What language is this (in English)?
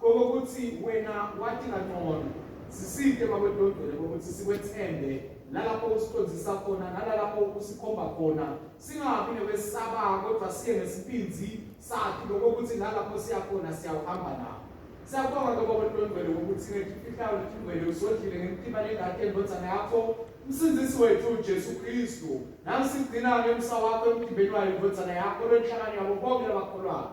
Swati